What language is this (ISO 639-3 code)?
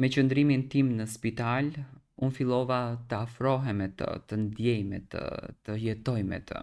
sqi